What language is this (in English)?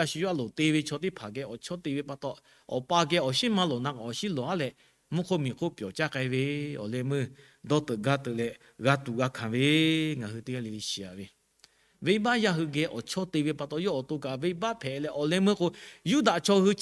Lahu